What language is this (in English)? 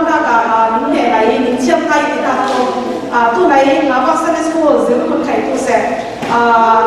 Falam Chin